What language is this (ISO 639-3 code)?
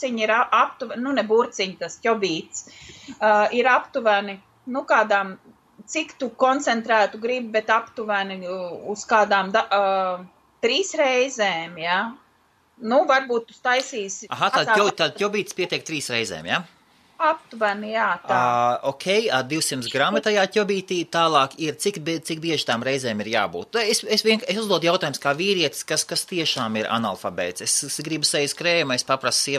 lav